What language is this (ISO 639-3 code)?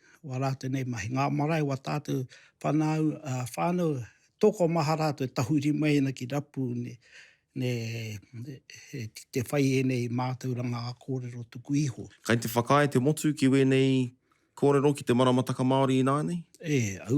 mri